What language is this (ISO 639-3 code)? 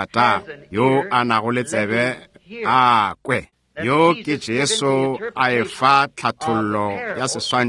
nso